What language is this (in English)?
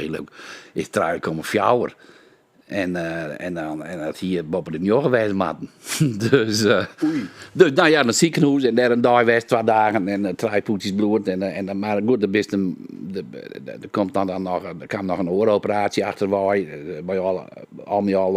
Western Frisian